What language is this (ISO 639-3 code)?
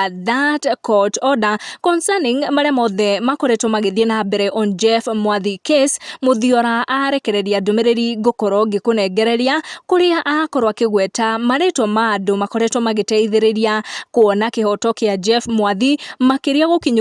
kik